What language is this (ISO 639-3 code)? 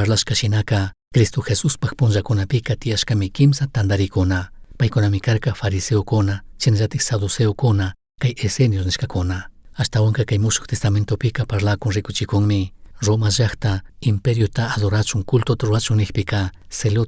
qug